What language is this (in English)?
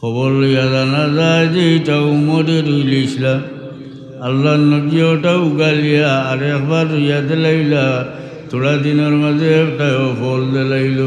Sylheti